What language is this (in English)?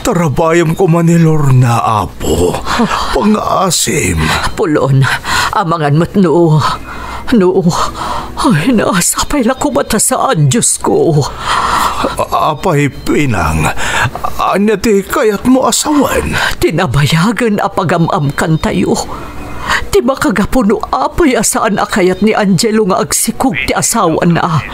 Iloko